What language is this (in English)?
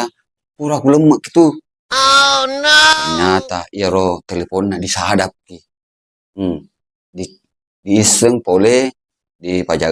Buginese